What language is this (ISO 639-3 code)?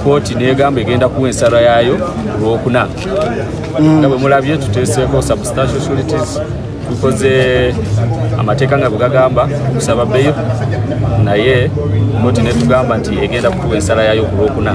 lug